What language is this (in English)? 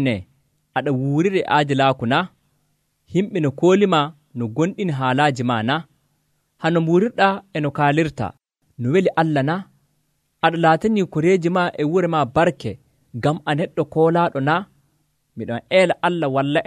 Nigerian Fulfulde